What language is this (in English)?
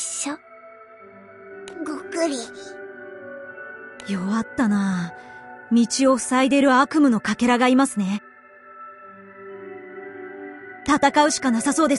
Japanese